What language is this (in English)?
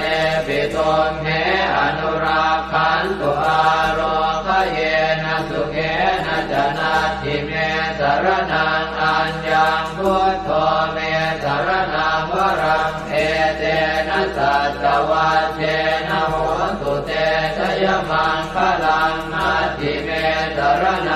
Pali